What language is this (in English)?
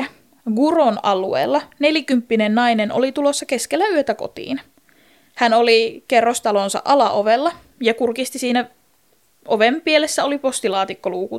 Finnish